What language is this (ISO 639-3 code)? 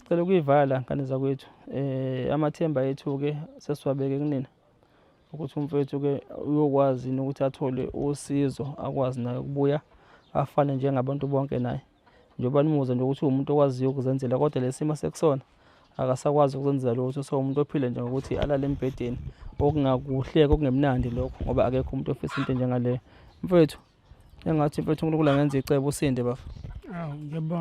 zul